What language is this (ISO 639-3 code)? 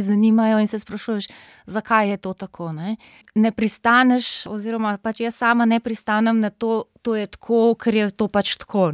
slv